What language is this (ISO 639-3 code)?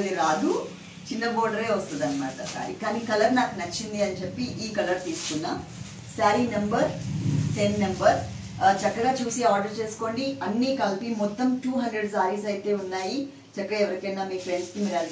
tel